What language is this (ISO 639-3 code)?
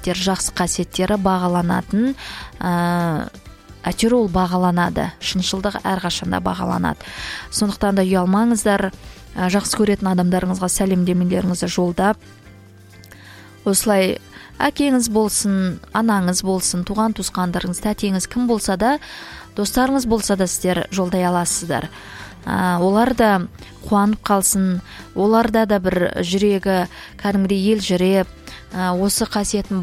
kaz